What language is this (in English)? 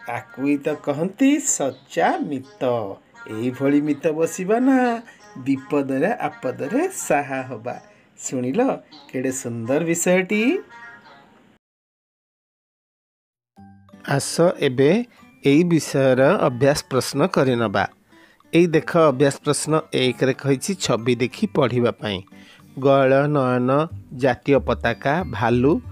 Odia